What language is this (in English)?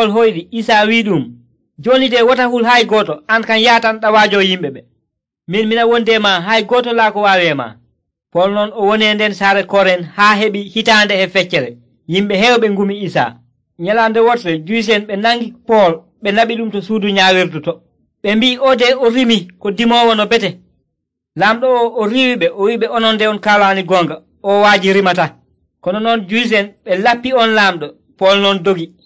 Nigerian Fulfulde